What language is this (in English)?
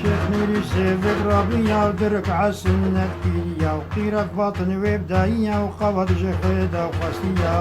Kurdish